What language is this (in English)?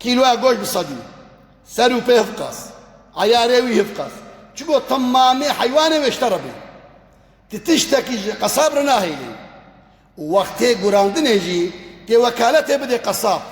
Kurdish